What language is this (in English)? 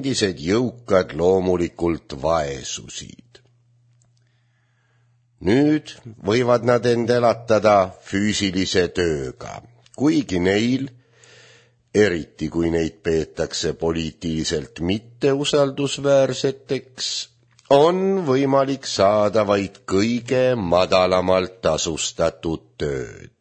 Estonian